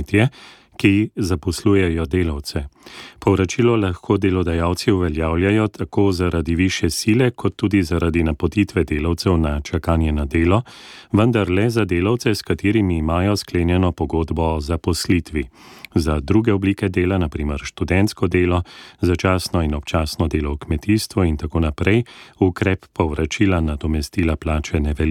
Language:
Slovenian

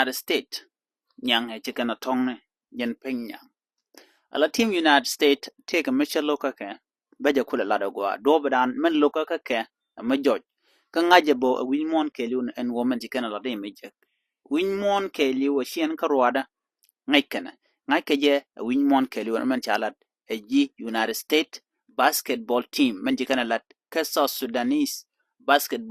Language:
Nuer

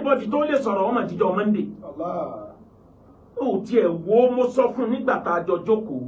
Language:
Yoruba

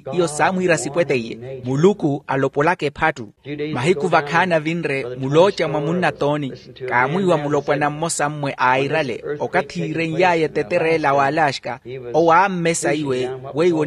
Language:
Makhuwa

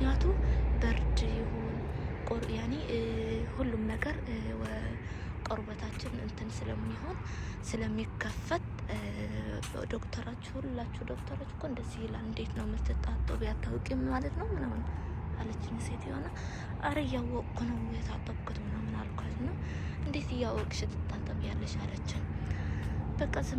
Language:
Amharic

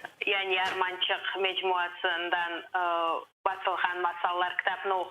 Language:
Crimean Tatar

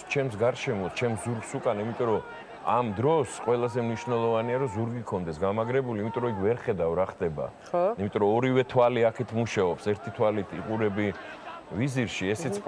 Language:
Georgian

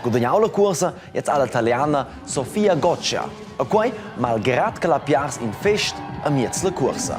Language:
Romansh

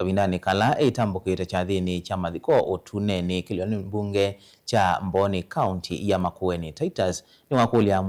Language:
Kamba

